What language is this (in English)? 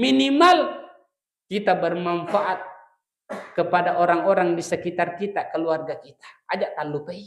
Buginese